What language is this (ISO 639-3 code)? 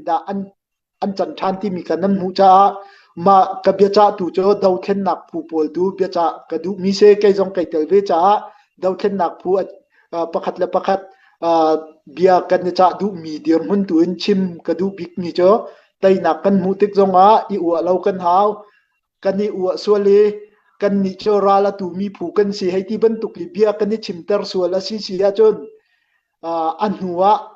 cnh